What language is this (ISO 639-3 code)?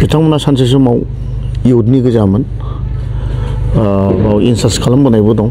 brx